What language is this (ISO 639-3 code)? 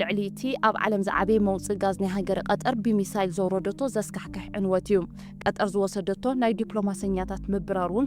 tir